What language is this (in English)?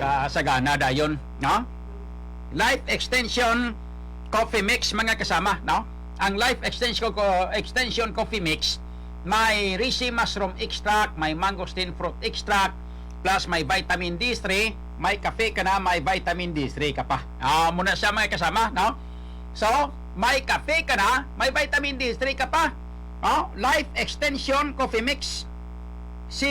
Hiligaynon